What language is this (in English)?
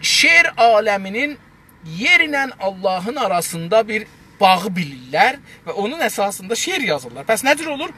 South Azerbaijani